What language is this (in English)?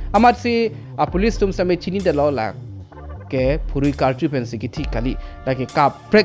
Karbi